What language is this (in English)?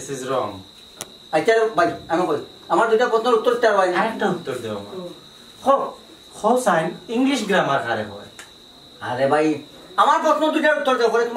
Sylheti